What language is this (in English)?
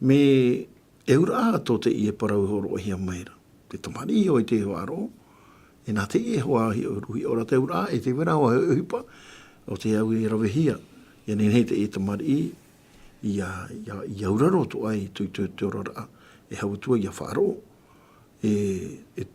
Tahitian